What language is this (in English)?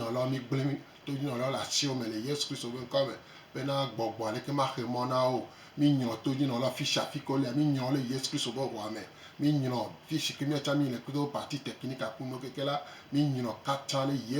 Gen